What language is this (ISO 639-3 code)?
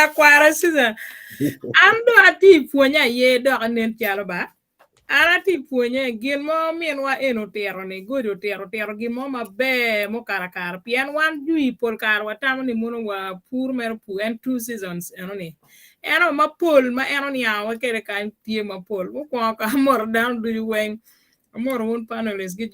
ach